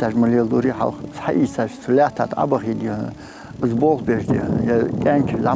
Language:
Ingush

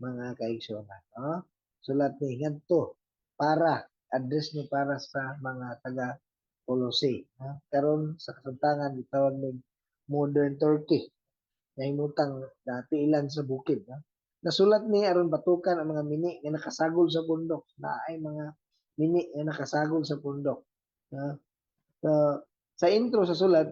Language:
Cebuano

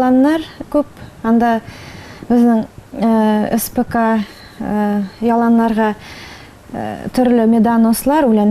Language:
Bashkir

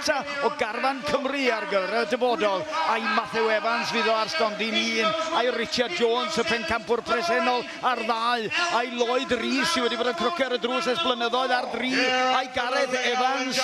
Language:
Welsh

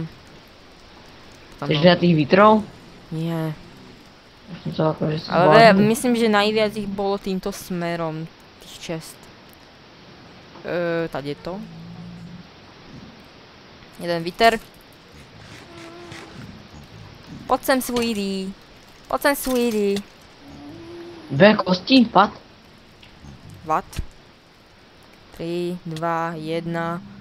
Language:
Slovak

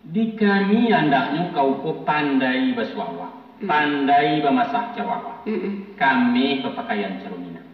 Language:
Minangkabau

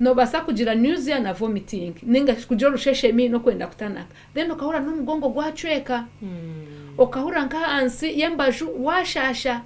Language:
Nyankole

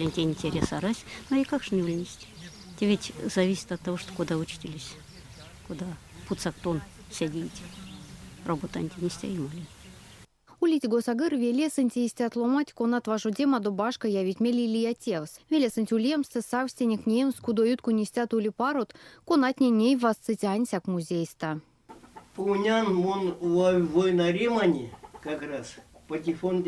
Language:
Erzya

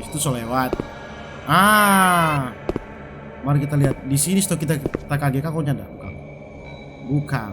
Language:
Manado Malay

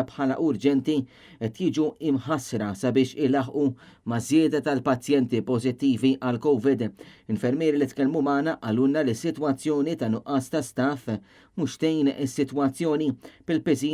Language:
Maltese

